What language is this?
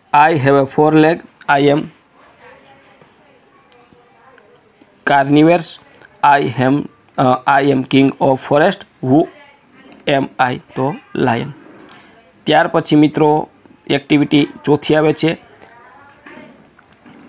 Gujarati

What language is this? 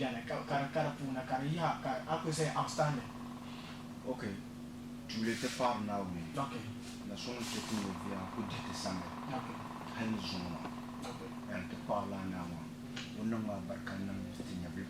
Dagbani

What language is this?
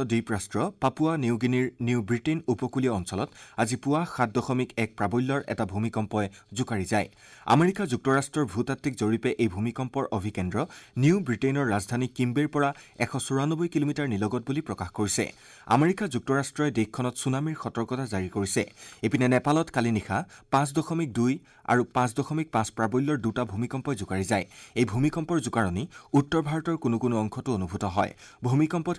Assamese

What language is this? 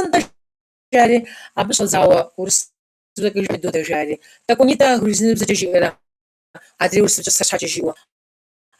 Kabardian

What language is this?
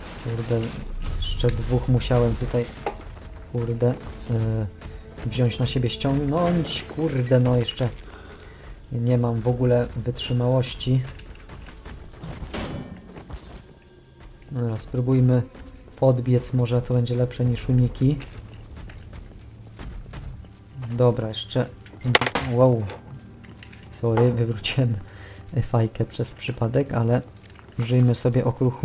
Polish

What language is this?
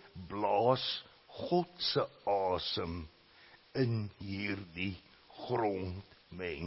Afrikaans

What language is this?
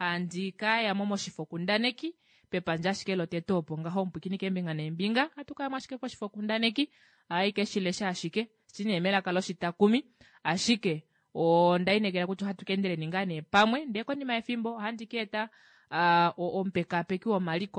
Kuanyama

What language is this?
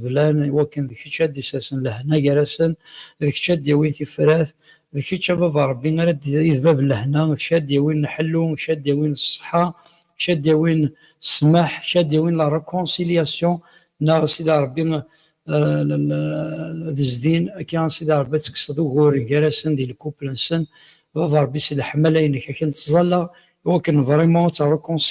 Kabyle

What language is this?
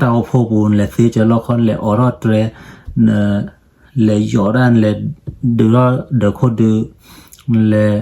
S'gaw Karen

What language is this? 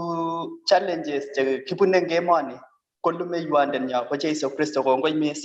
Kalenjin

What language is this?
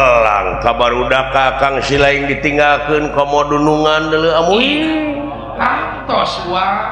Sundanese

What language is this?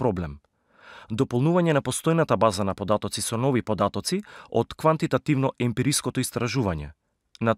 Macedonian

